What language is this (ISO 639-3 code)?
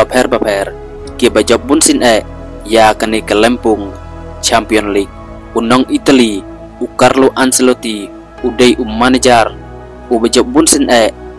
kha